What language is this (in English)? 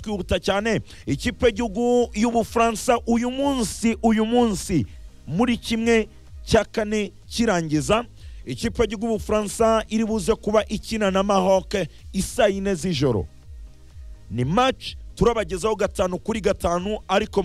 Kinyarwanda